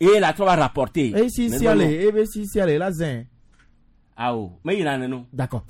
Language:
Gen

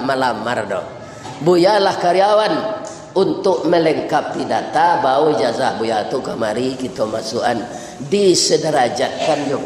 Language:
Minangkabau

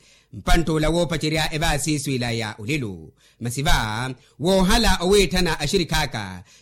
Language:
Makhuwa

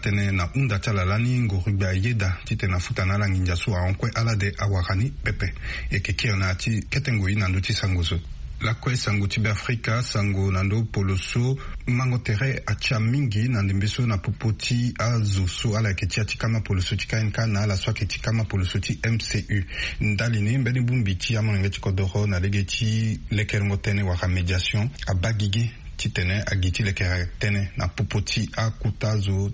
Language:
Sango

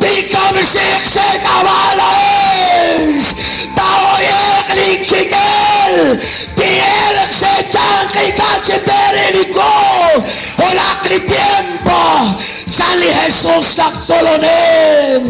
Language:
Kekchí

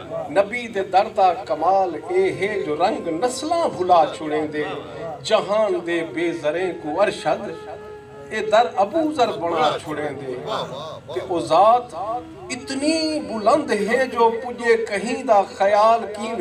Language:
Saraiki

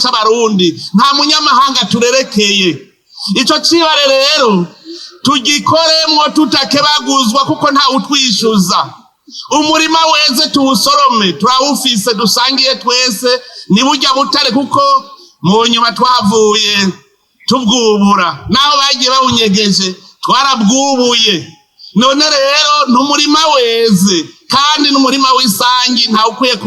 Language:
Rundi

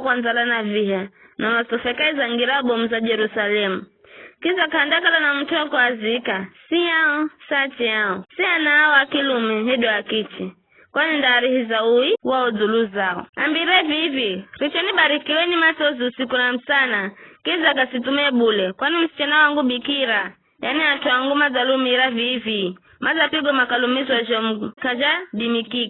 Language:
Giryama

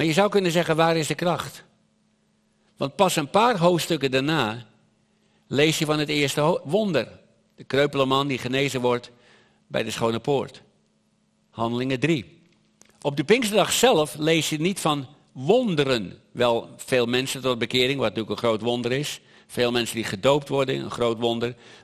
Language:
Dutch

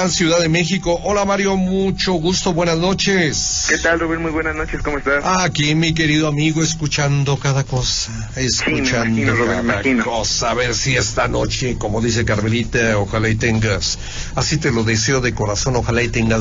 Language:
Spanish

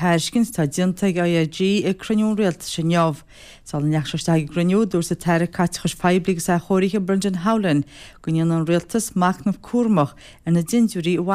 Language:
Irish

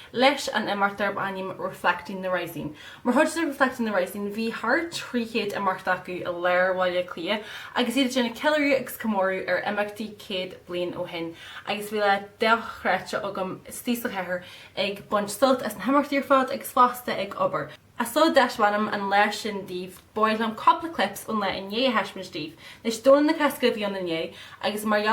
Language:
Irish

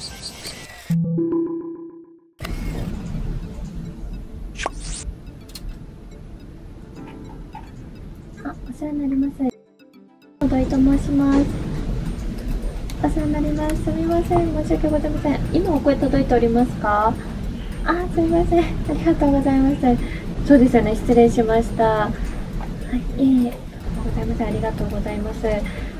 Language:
Japanese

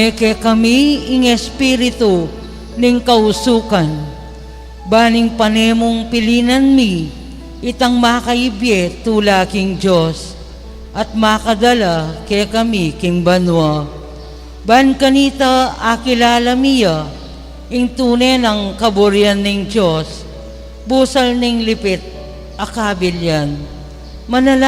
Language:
Pampanga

